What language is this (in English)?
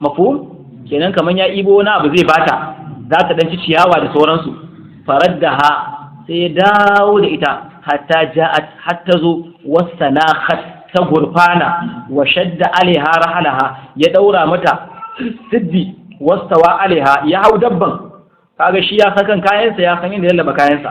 Hausa